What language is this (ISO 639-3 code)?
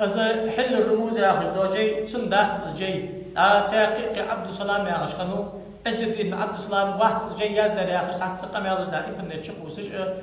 inh